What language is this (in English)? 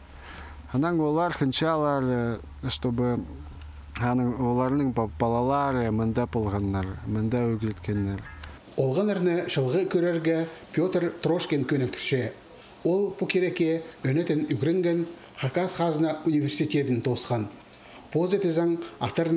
Khakas